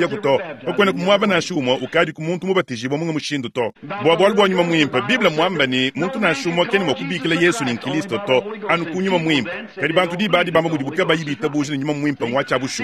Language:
Luba-Lulua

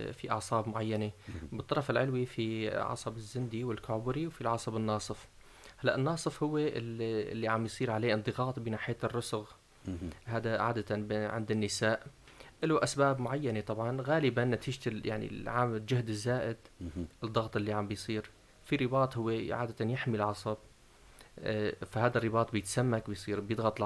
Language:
North Levantine Arabic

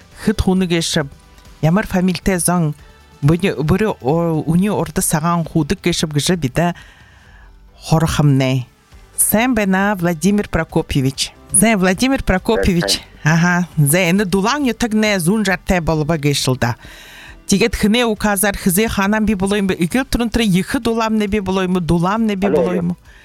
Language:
Buriat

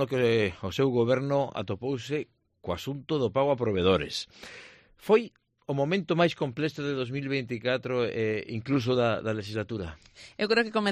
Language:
Galician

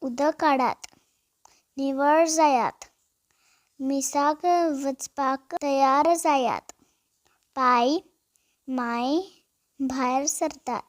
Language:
Konkani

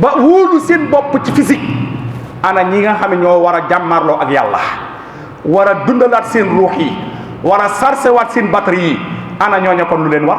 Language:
Wolof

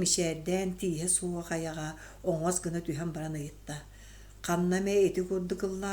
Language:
Yakut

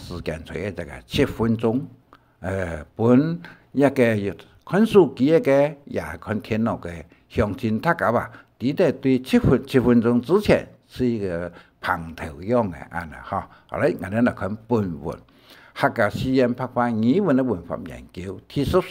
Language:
Hakka Chinese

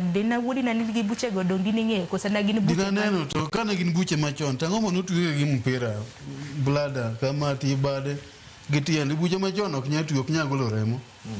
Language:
Luo (Kenya and Tanzania)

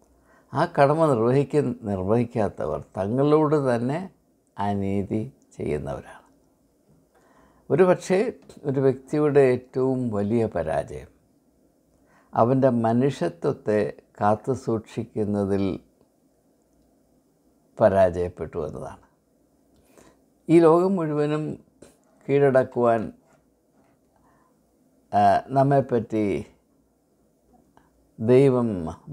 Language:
Malayalam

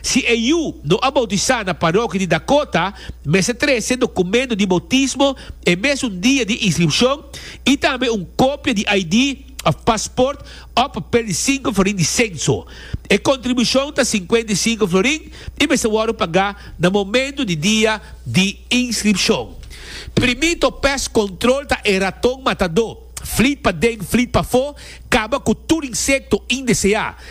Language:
Papiamento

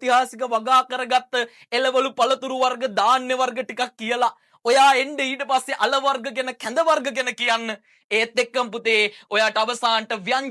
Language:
Sinhala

